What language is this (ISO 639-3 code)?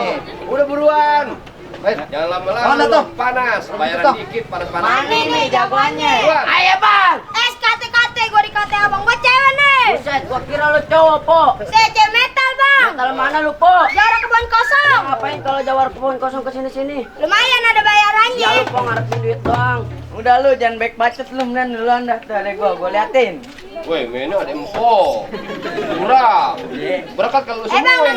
bew